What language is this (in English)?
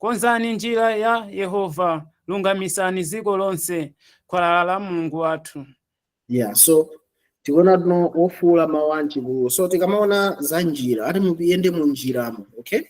Nyanja